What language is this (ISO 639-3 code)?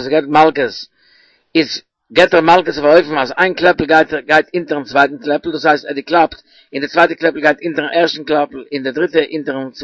yid